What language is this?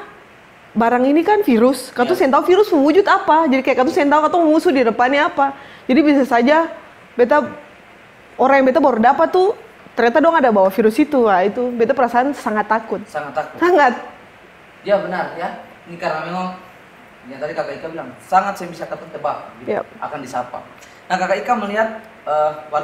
Ambonese Malay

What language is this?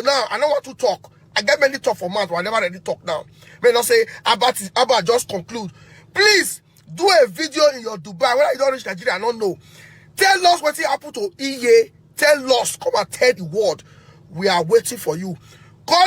Nigerian Pidgin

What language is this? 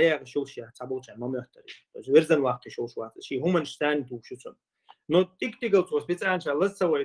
Chechen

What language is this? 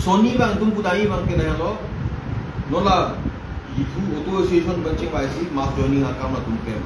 Karbi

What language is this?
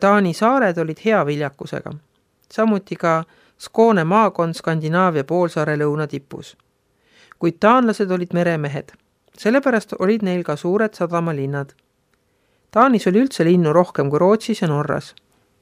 Estonian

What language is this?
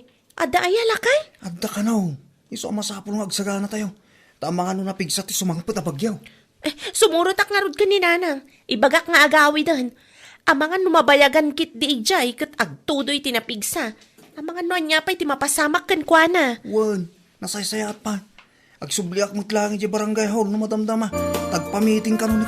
Iloko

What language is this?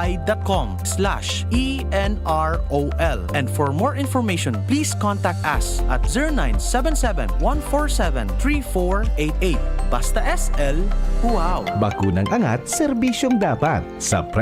Bikol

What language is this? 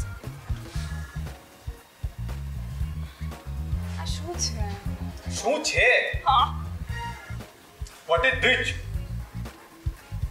Gujarati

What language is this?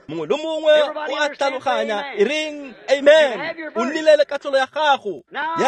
Tswana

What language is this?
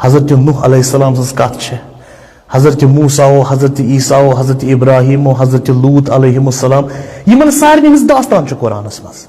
Kashmiri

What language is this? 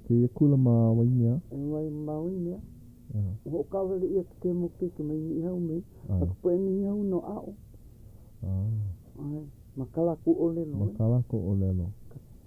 Hawaiian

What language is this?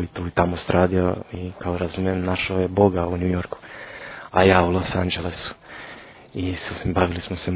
Croatian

